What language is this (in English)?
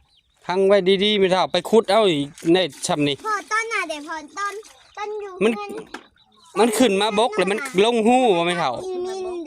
Northeastern Thai